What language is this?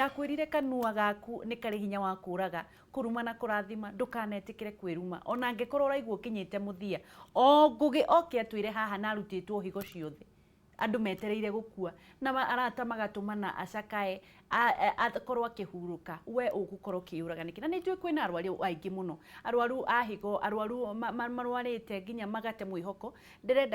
Kikuyu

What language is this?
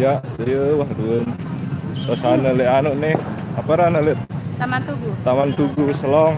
Sasak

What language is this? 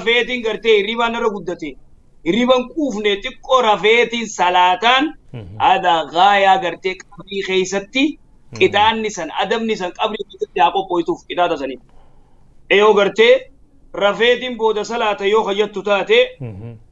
Oromo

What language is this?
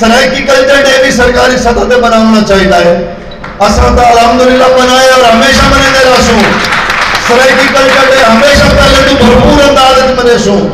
Saraiki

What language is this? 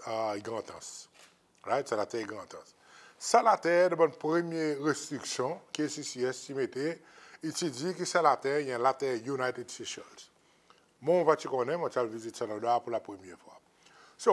Seselwa Creole French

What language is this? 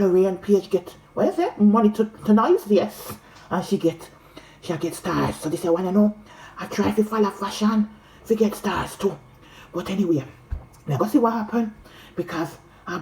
Jamaican Creole English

